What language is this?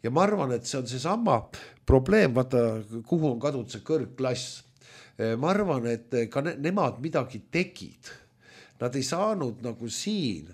Estonian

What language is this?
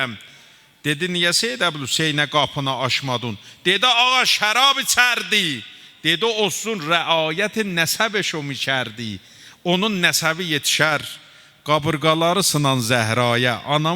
South Azerbaijani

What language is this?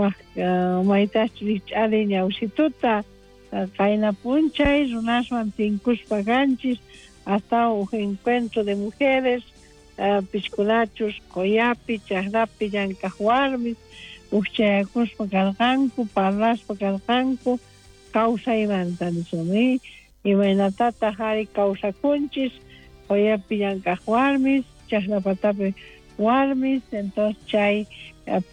South Bolivian Quechua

